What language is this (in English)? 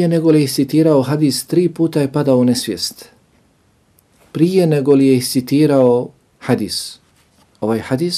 Bosnian